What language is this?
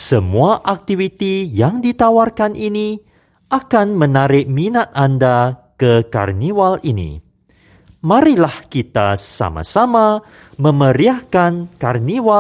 Malay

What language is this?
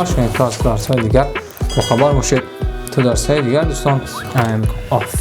Tajik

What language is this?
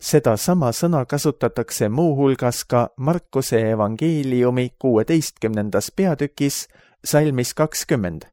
Estonian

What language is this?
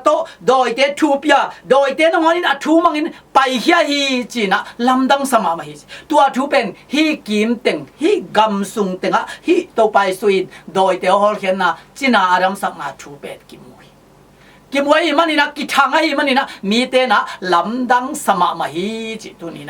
Tedim Chin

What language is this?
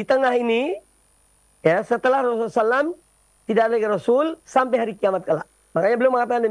Indonesian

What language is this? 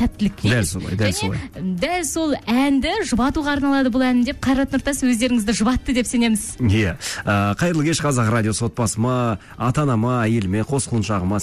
Kazakh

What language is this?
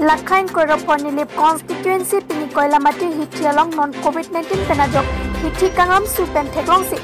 Karbi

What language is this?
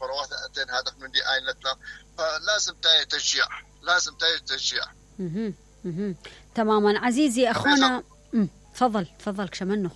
Mesopotamian Arabic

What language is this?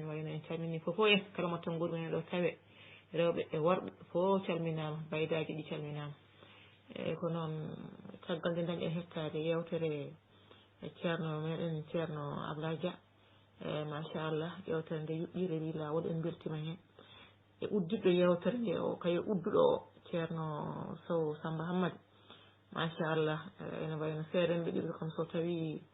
Fula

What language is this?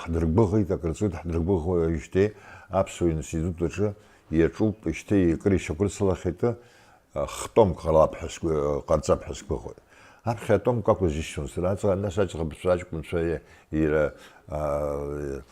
Abkhazian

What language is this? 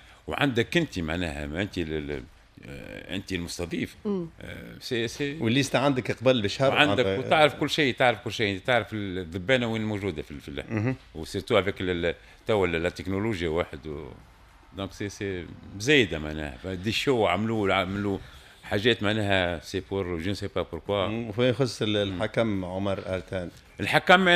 Tunisian Arabic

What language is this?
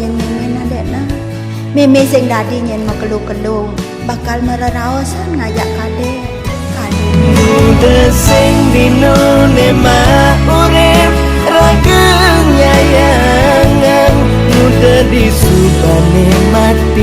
Balinese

